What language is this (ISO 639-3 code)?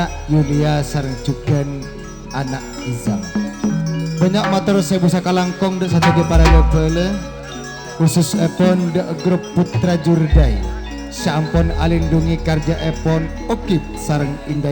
mad